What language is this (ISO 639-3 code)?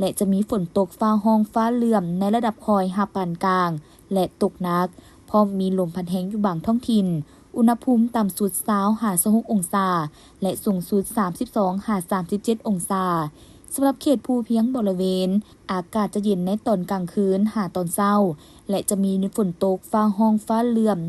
lao